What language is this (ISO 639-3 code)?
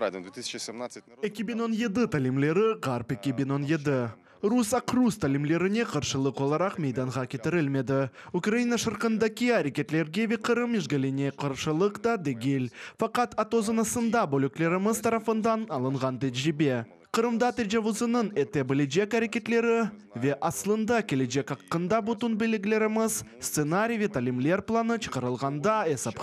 crh